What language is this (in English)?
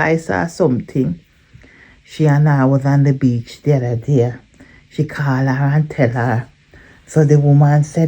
Jamaican Creole English